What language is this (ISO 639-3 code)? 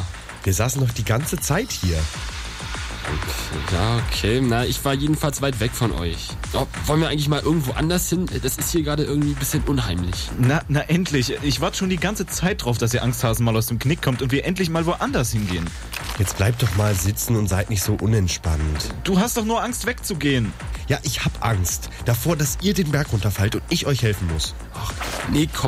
deu